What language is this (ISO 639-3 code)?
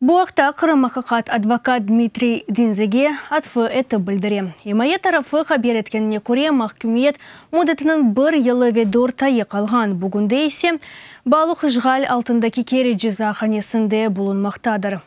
crh